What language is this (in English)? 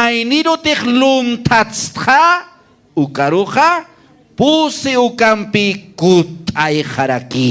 Aymara